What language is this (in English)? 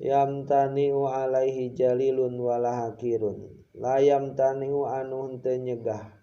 Sundanese